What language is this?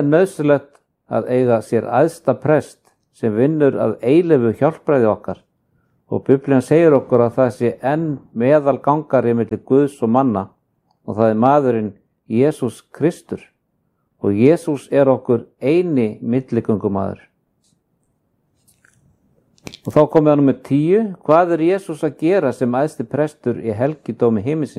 Icelandic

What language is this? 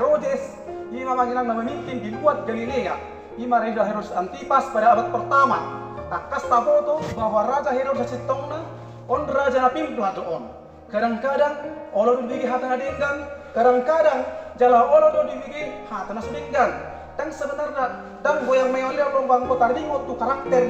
Batak Toba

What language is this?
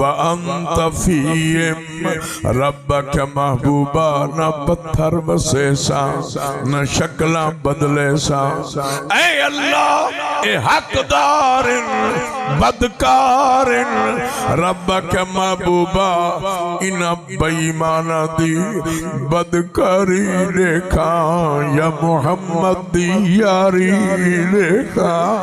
Saraiki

